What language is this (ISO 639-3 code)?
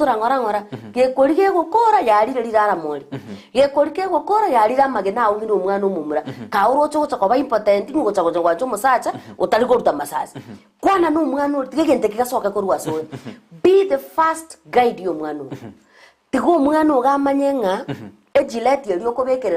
guz